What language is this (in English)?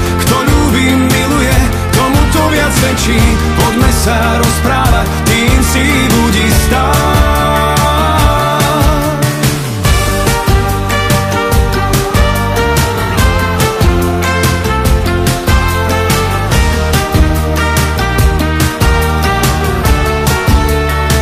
Slovak